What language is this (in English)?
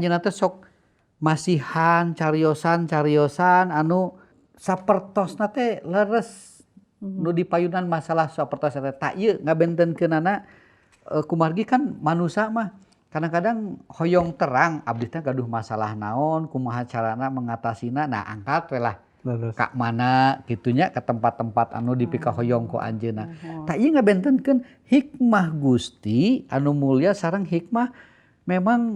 Sundanese